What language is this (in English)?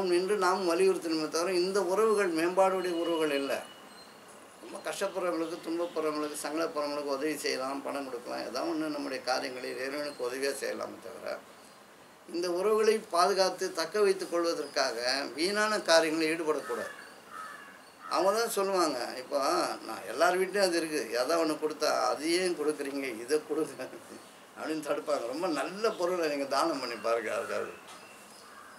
Tamil